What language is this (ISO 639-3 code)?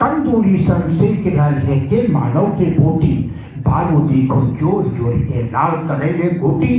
mag